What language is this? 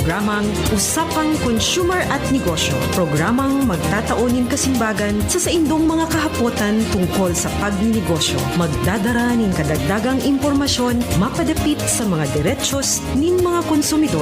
Bikol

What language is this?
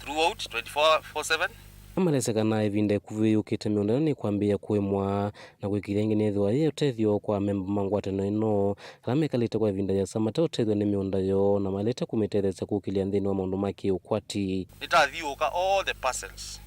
Kamba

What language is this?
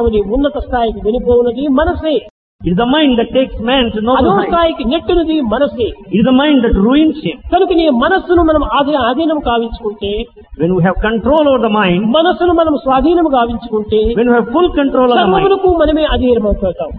Telugu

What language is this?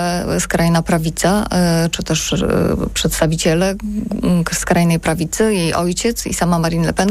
Polish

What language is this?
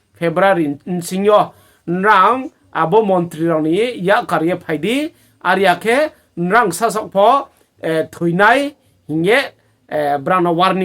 Riang (India)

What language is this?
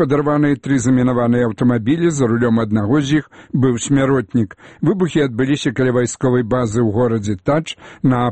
Belarusian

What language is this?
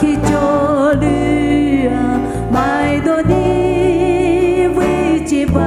Poumei Naga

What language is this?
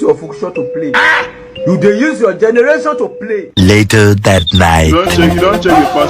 Nigerian Pidgin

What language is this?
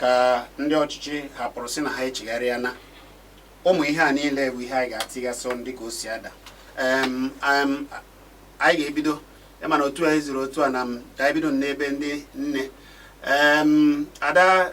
Igbo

